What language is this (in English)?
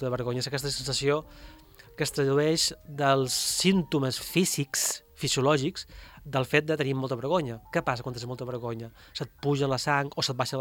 Catalan